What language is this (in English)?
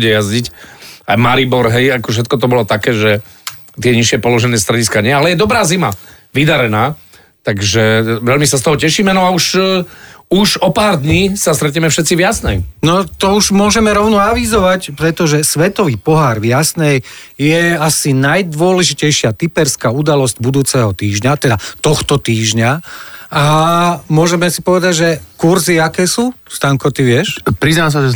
Slovak